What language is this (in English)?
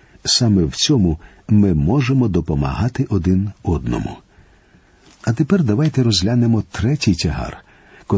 Ukrainian